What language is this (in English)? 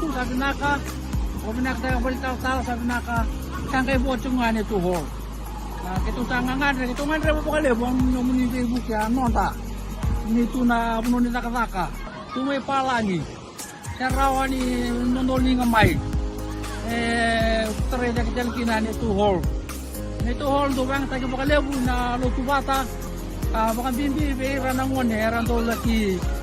Fijian